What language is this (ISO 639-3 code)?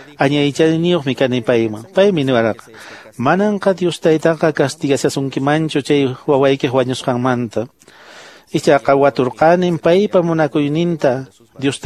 que